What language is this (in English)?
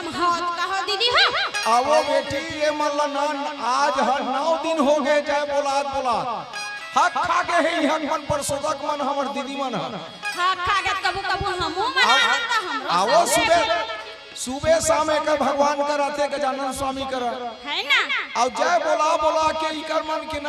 Chhattisgarhi